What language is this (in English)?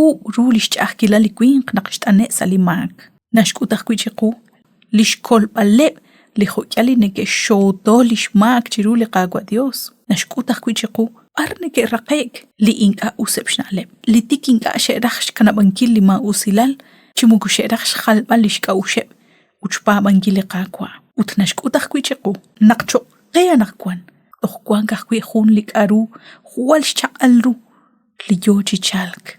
Kekchí